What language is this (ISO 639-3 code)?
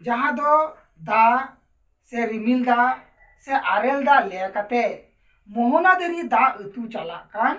sat